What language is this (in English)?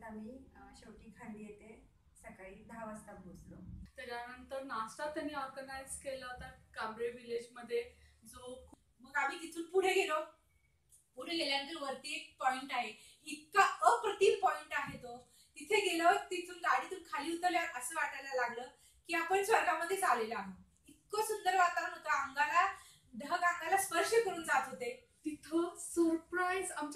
Marathi